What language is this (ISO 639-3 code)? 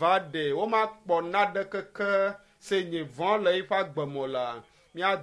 ewe